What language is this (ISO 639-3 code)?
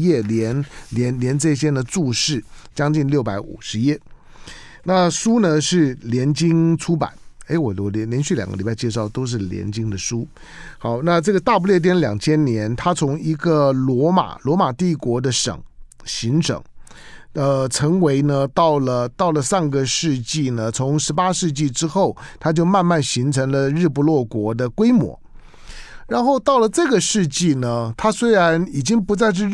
zho